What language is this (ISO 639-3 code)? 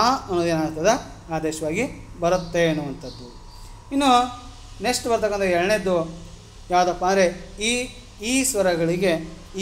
kan